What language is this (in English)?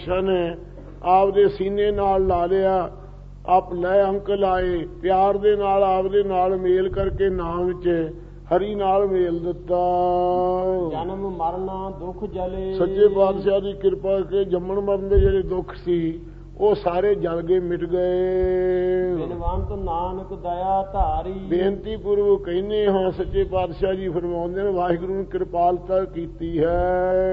Punjabi